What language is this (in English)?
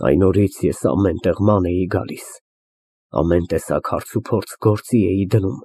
Armenian